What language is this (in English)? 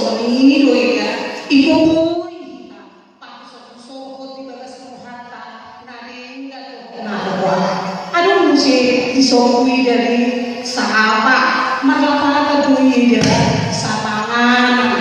Batak Toba